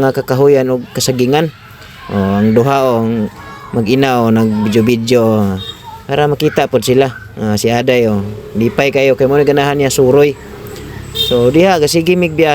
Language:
Cebuano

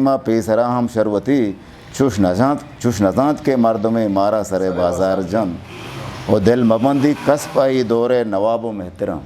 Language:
Eastern Balochi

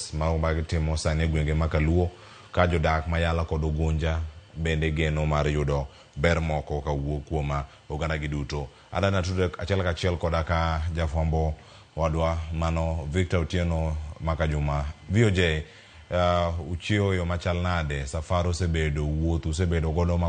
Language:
Luo (Kenya and Tanzania)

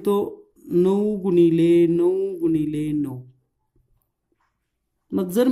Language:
Marathi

